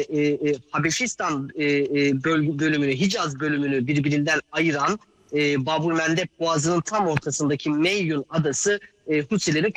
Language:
Turkish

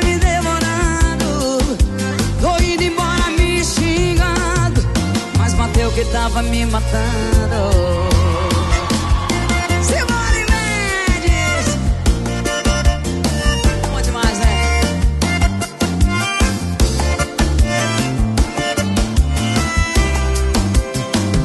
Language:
Portuguese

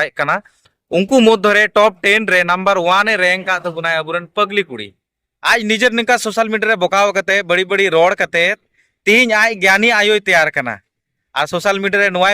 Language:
Santali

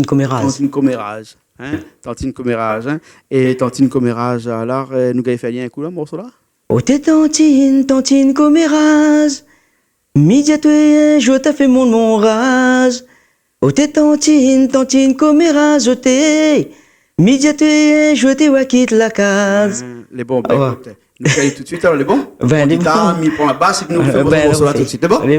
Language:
Réunion Creole French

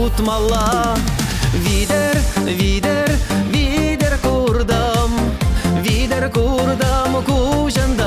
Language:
Chuvash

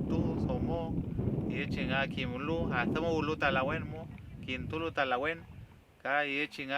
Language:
Mapuche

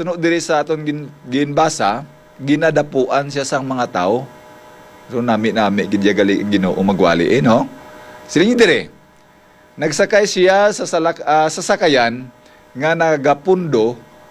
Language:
Hiligaynon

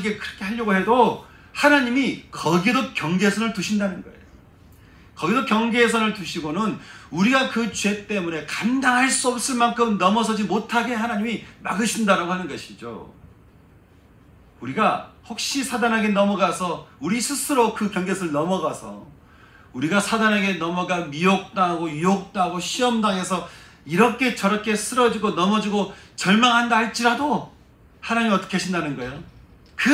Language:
Korean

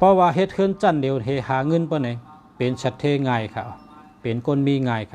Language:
Shan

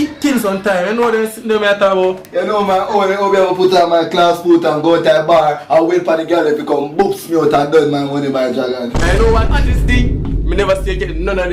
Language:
Jamaican Creole English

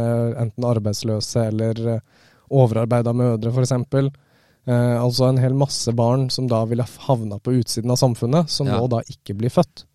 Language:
Norwegian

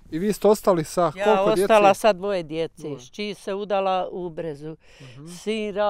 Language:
Bosnian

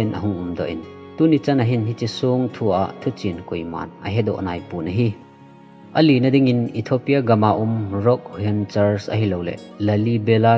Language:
Thado Chin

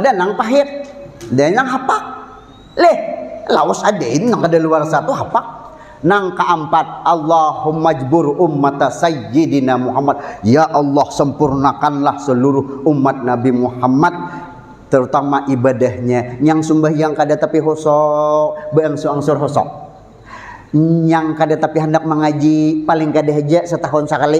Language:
Banjar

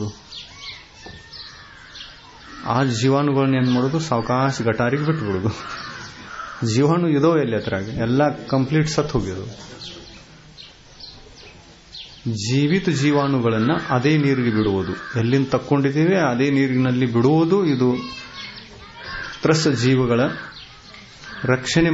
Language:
Kannada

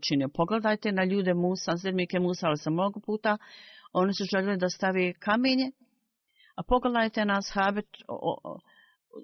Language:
Bosnian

